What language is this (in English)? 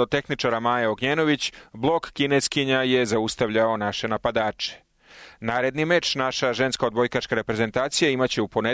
Serbian